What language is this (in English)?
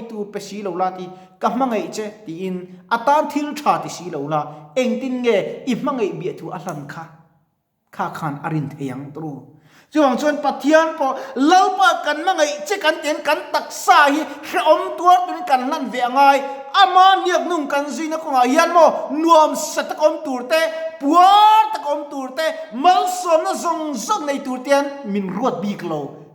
Mizo